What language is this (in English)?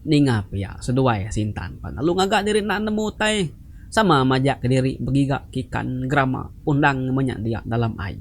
Iban